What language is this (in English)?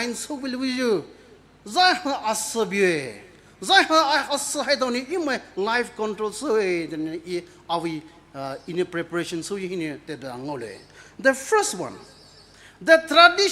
Poumei Naga